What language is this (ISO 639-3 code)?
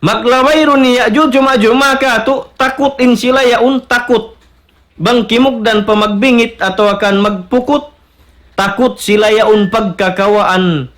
tsg